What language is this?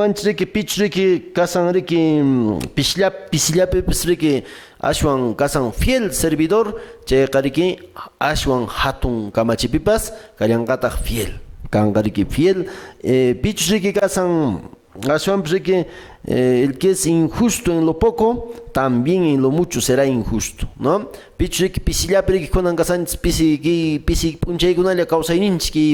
Quechua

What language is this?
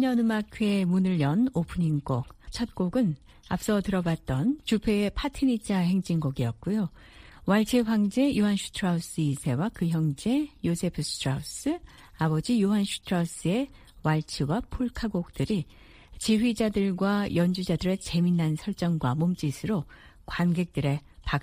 Korean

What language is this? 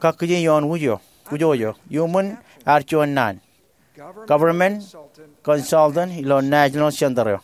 Marshallese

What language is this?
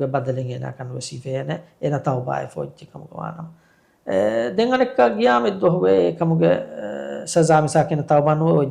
Divehi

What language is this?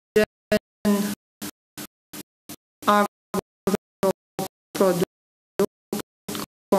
Romanian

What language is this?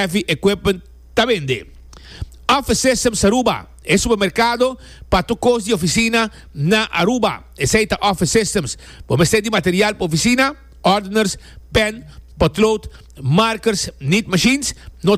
Papiamento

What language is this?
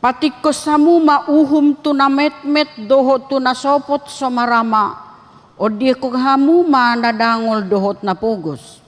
Batak Toba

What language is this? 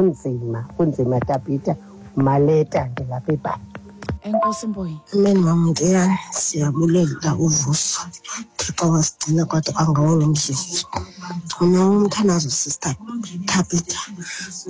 Xhosa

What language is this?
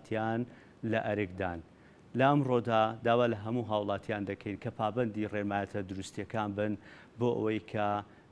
Central Kurdish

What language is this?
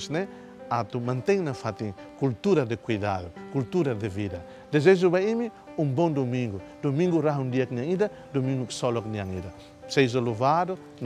Tetum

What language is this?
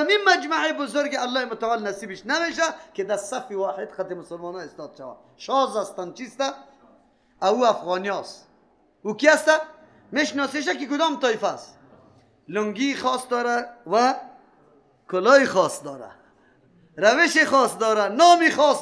Persian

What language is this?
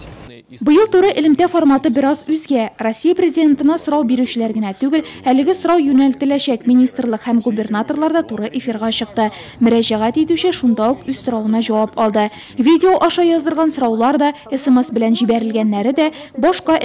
Tatar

